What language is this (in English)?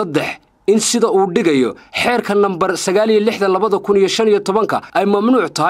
Somali